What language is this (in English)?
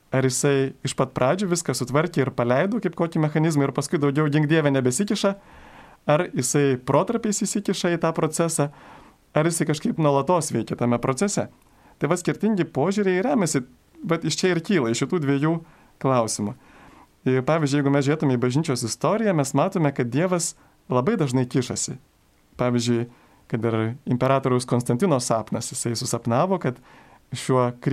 Lithuanian